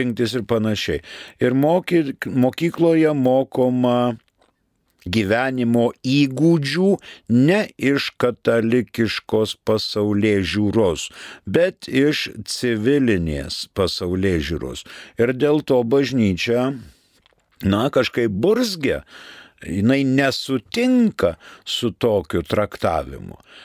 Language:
Lithuanian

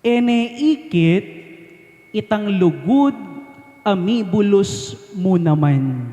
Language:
Pampanga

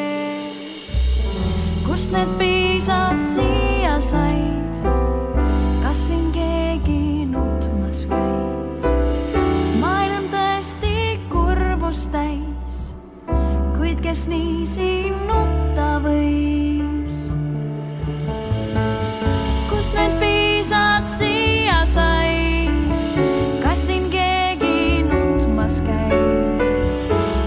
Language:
Estonian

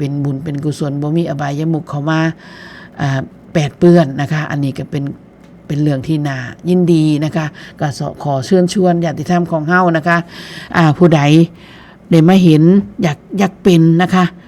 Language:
Northeastern Thai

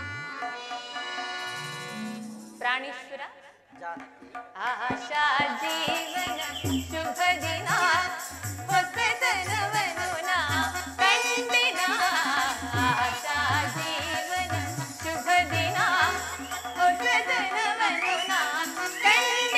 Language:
Kannada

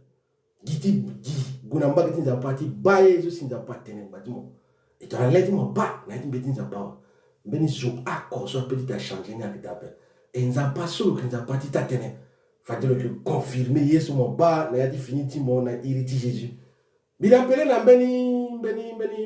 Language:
Sango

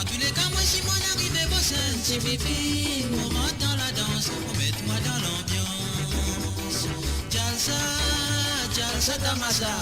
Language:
Morisyen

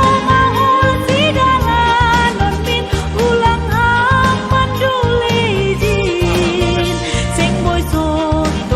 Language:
Batak Simalungun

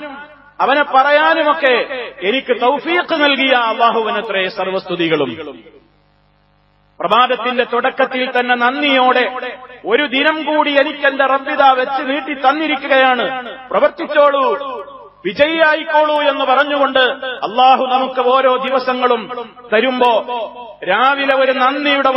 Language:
Malayalam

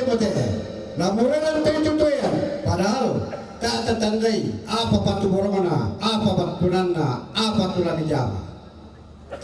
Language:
Toraja-Sa'dan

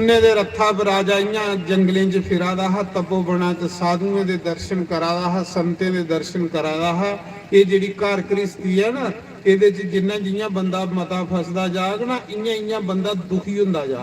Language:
Dogri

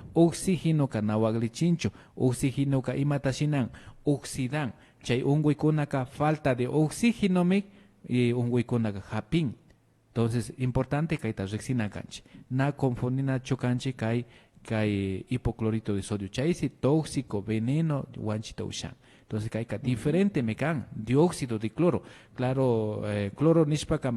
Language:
Imbabura Highland Quichua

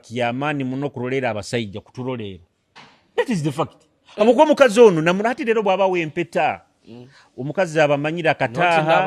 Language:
Nyoro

